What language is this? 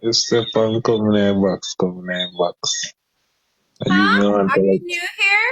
Jamaican Creole English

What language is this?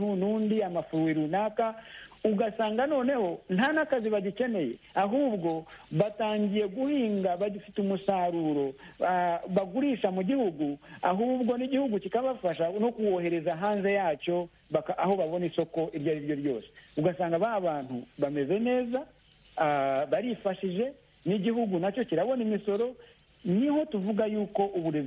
Kinyarwanda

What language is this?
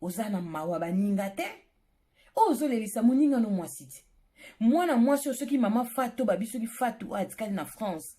Lingala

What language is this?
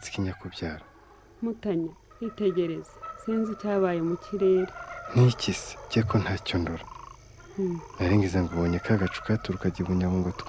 Kinyarwanda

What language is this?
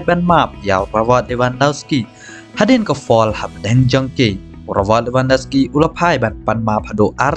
Khasi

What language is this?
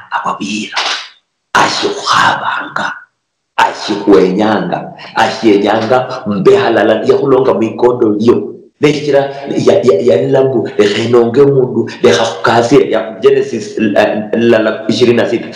Luyia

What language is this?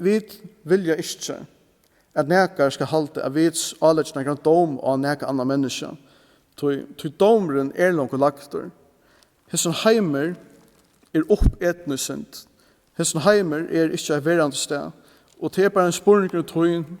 Faroese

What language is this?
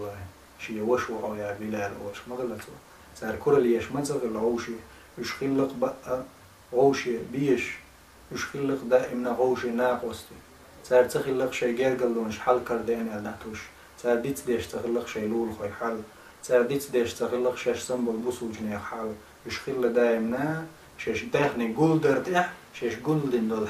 Chechen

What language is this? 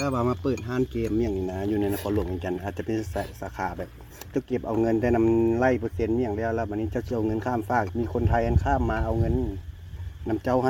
Lao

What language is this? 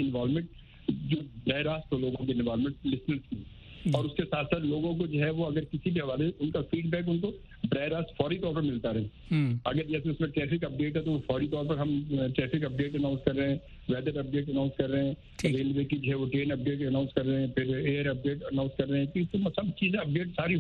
Urdu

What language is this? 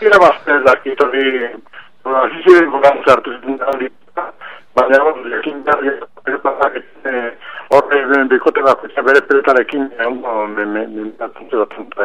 Basque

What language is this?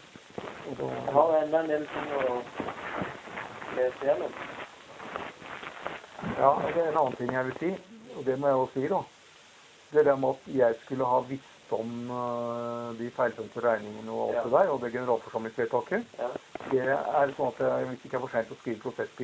Norwegian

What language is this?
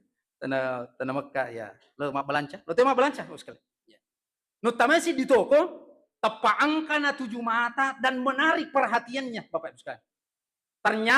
Buginese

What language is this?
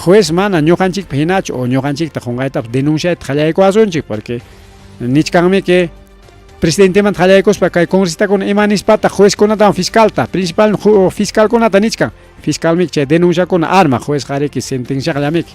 Ayacucho Quechua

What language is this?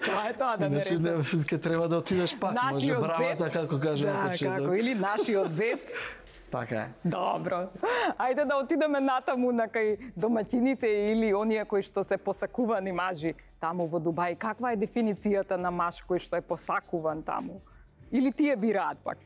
Macedonian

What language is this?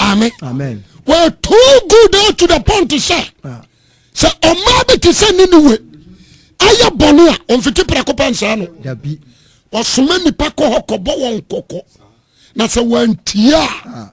Akan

